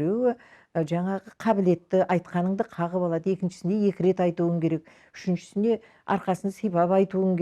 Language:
Kazakh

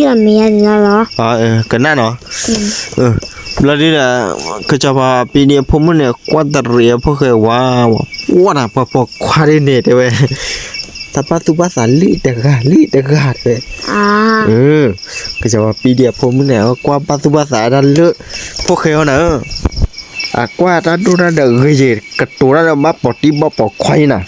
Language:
S'gaw Karen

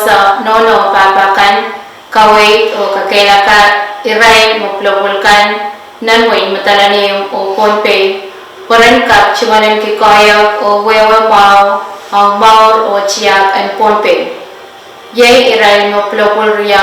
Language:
Pohnpeian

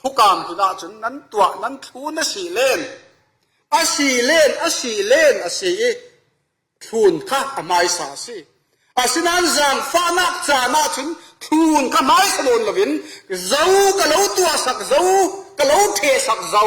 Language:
Falam Chin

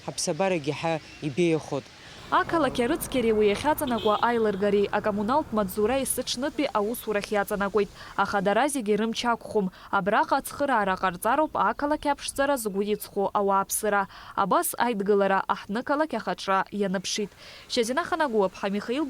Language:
Abkhazian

